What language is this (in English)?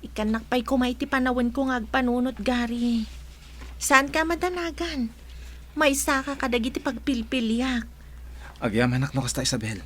Iloko